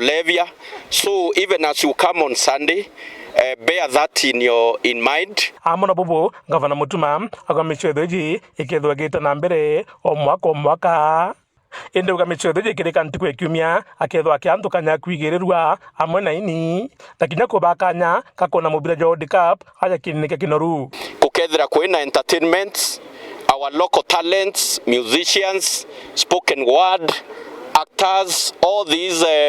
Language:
Meru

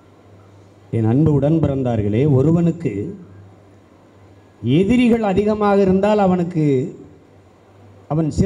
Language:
Tamil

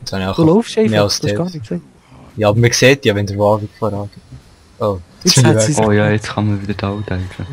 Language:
Swiss German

